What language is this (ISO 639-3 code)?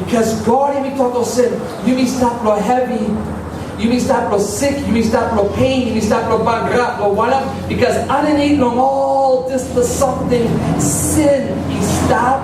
tpi